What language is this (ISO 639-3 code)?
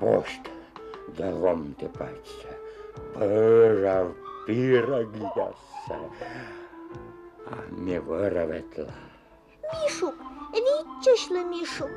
kom